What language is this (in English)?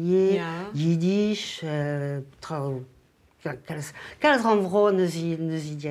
Breton